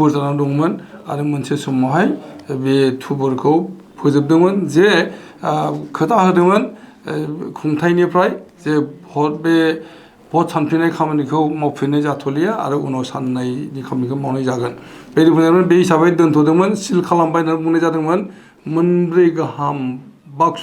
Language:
Bodo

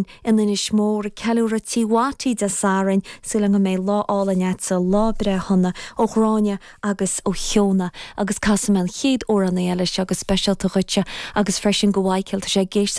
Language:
Irish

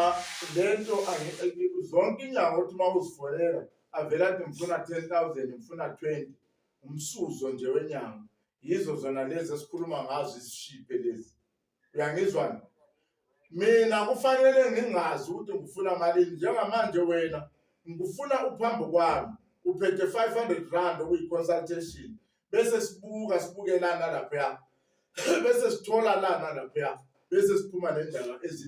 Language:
Zulu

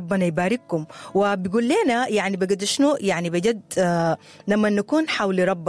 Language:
Sudanese Arabic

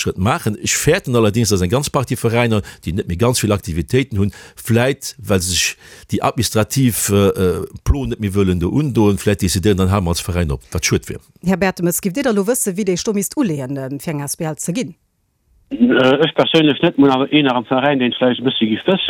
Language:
Luxembourgish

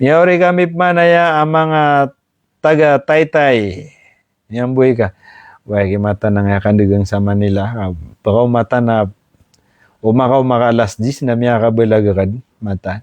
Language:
Maranao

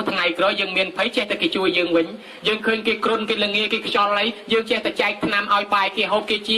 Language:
Khmer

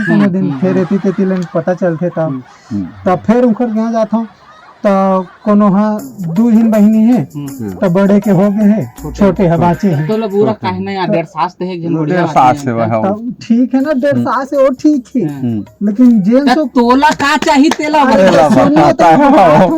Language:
Chhattisgarhi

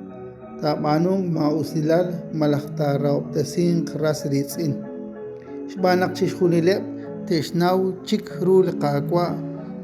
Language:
Kekchí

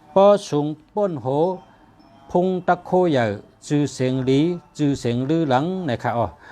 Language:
Shan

